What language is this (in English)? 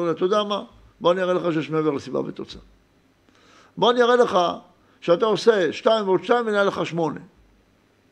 Hebrew